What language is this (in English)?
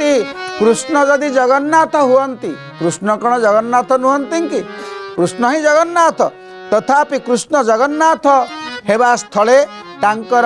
Odia